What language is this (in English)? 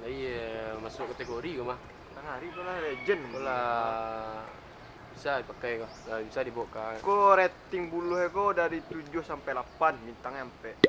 Minangkabau